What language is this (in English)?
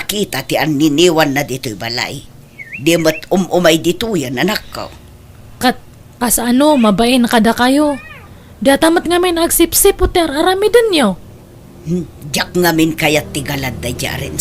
Iloko